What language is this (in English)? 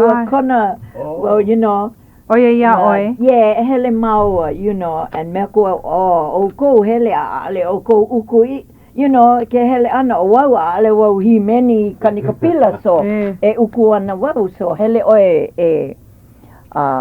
Hawaiian